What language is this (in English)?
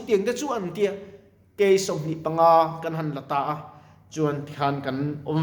Mizo